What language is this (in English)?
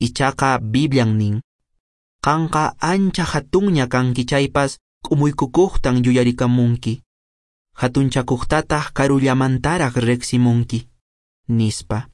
Quechua